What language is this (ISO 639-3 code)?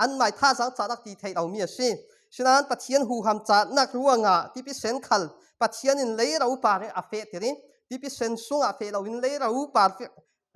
cfm